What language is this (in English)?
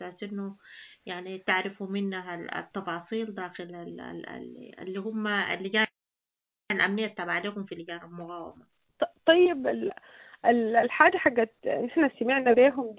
Sudanese Arabic